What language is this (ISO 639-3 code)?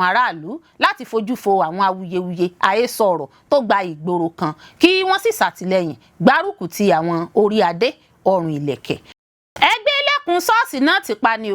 yor